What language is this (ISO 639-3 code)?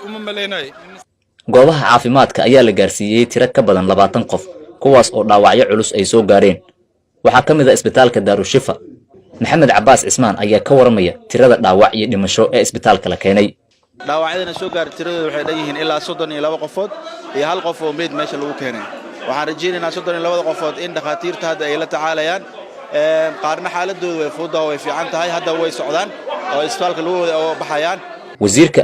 som